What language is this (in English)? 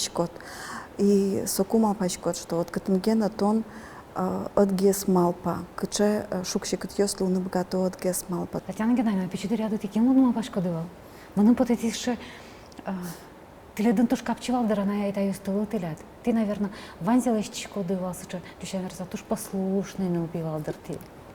Udmurt